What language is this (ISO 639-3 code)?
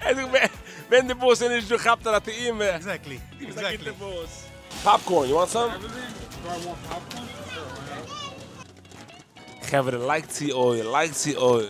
yid